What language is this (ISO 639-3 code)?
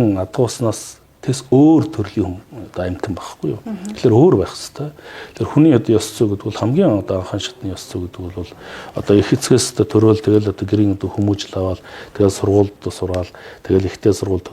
mon